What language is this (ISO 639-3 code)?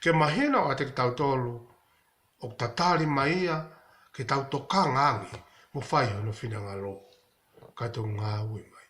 ton